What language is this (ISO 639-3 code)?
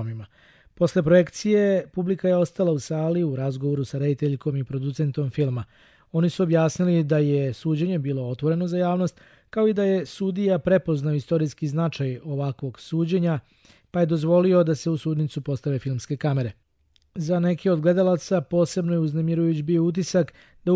srp